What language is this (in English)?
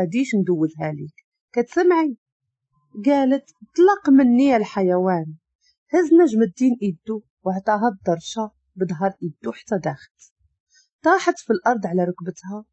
Moroccan Arabic